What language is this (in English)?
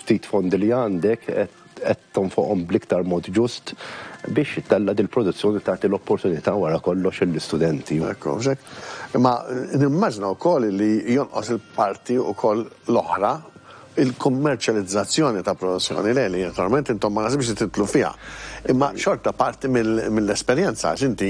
Maltese